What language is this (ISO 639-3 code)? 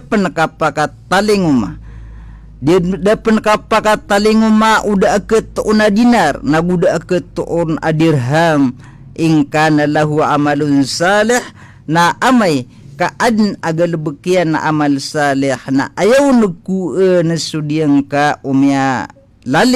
mrw